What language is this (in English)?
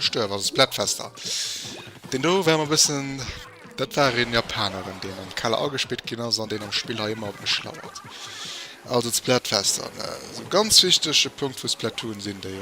Luxembourgish